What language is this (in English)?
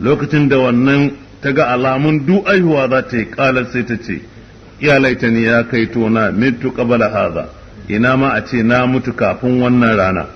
Hausa